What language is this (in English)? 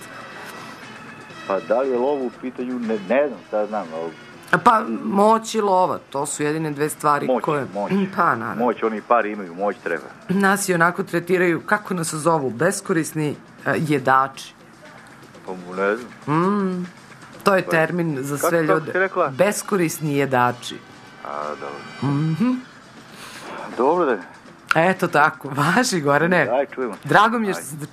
Serbian